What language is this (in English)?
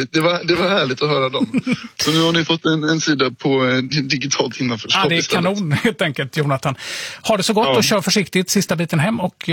Swedish